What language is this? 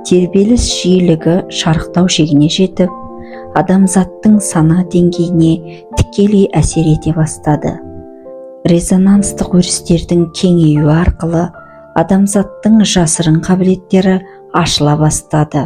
Kazakh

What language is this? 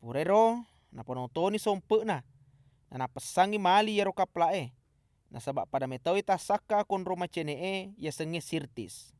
Buginese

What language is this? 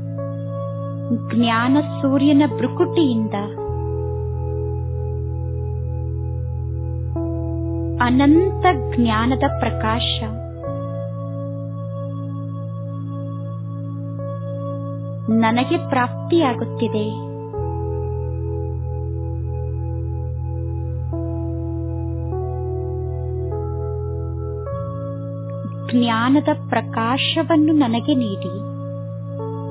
Kannada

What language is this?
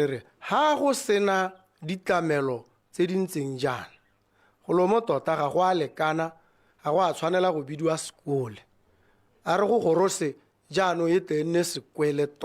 Tswana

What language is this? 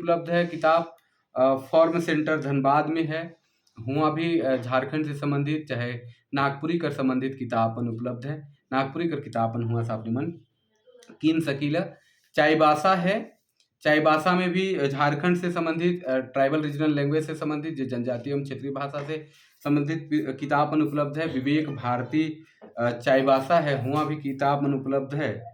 Sadri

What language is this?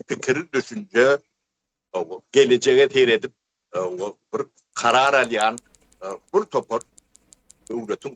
Turkmen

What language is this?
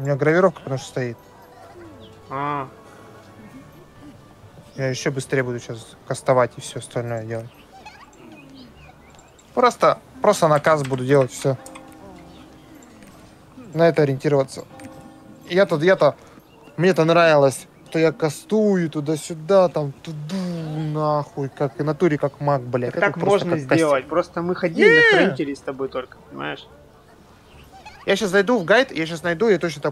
Russian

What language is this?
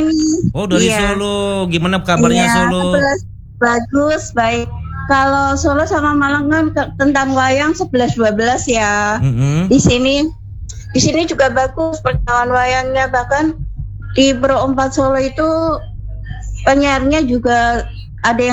Indonesian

